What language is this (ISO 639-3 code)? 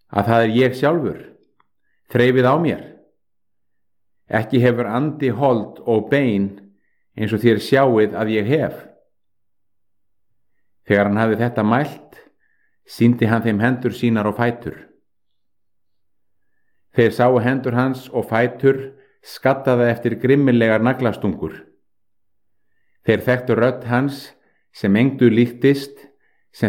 isl